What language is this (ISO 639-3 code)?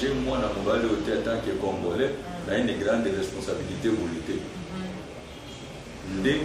lin